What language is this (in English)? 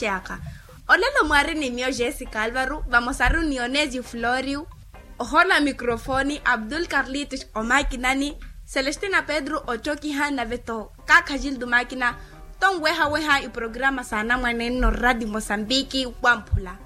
Makhuwa